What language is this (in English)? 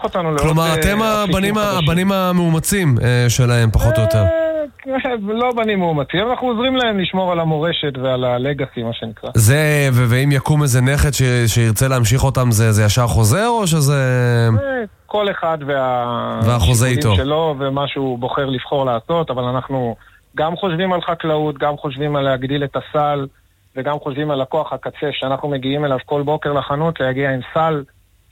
Hebrew